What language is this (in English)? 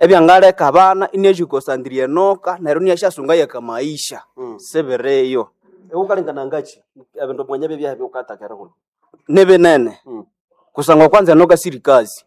Nande